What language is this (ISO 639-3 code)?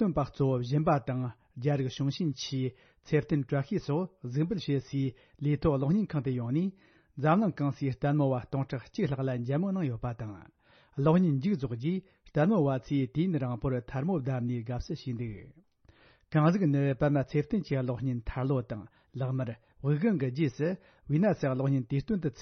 bod